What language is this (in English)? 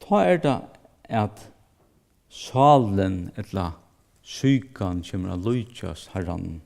Faroese